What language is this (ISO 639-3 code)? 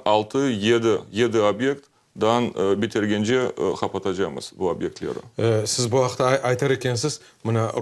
crh